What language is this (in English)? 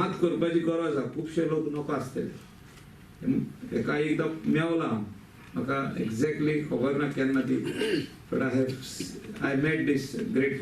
Konkani